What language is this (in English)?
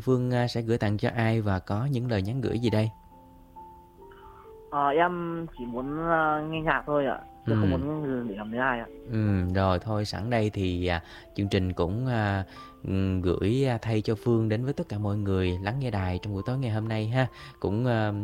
Vietnamese